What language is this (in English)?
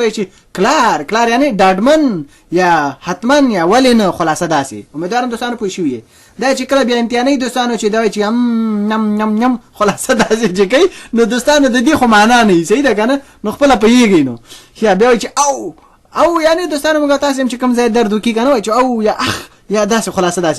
Pashto